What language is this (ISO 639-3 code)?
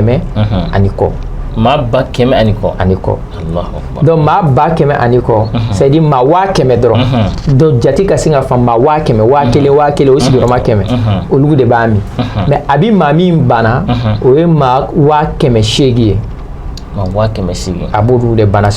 bam